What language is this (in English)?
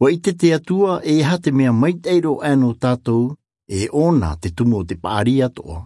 Tahitian